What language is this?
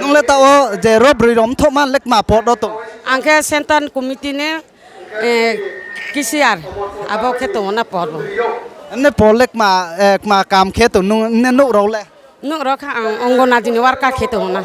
Riang (India)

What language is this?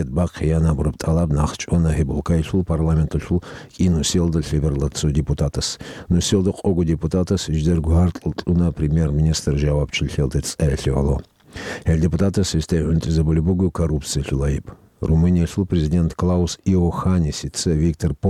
Avaric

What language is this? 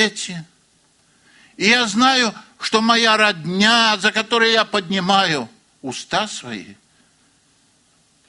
Russian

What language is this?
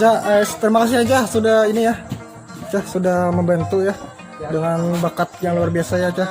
Banjar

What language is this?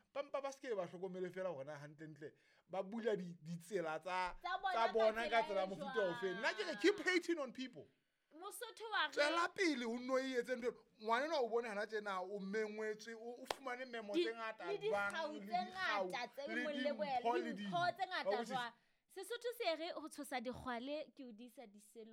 Southern Sotho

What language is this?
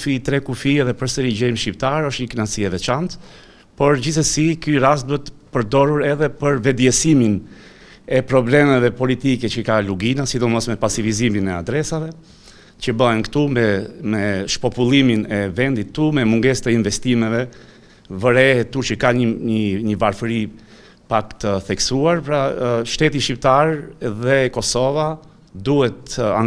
Albanian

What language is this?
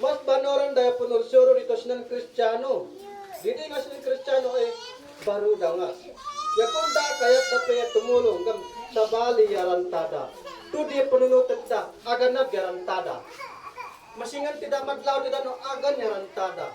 Isnag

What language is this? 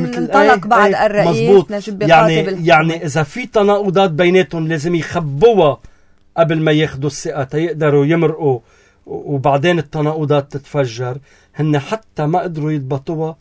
North Levantine Arabic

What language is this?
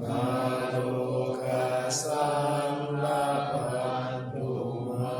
Pali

